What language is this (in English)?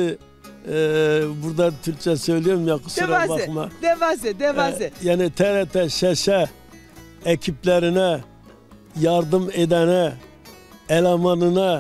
Zaza